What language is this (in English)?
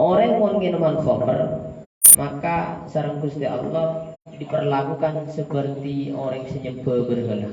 Madurese